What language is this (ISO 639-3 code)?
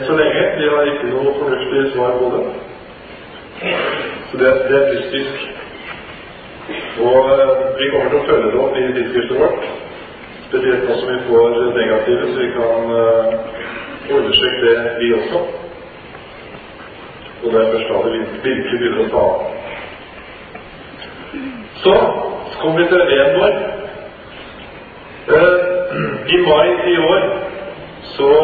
nor